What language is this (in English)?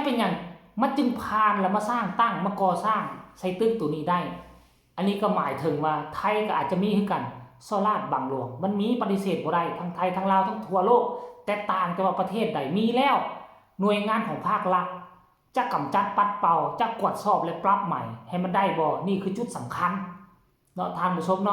Lao